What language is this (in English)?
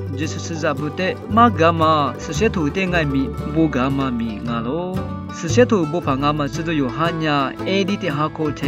Lisu